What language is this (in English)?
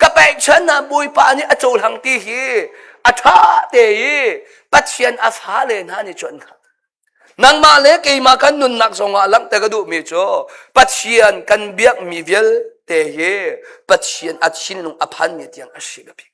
Hakha Chin